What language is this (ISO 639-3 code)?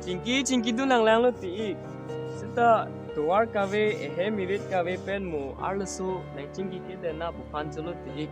mjw